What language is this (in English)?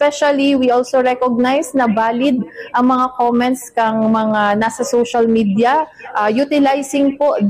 Bikol